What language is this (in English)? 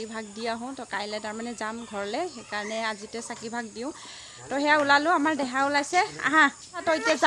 Assamese